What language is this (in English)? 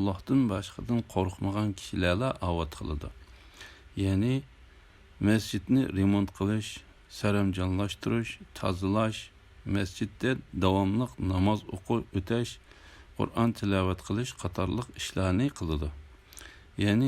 Uyghur